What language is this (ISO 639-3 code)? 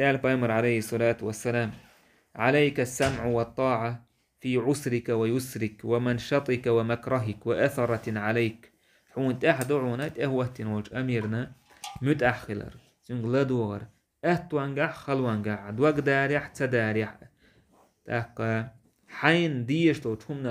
che